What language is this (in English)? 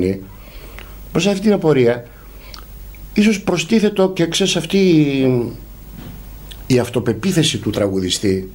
Greek